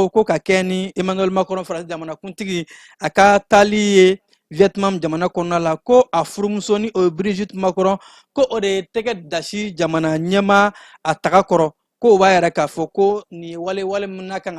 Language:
Bambara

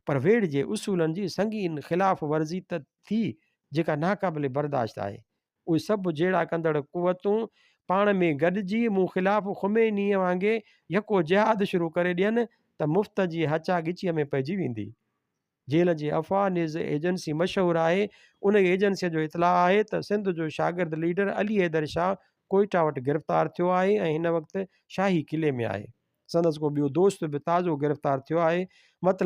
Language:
Sindhi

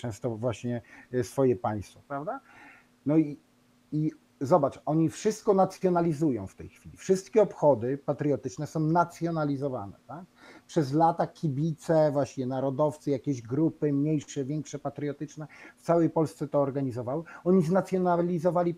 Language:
Polish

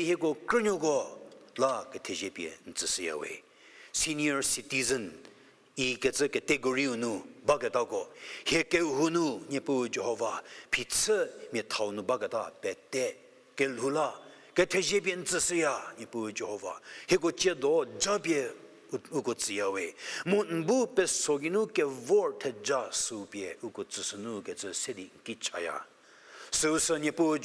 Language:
Angami Naga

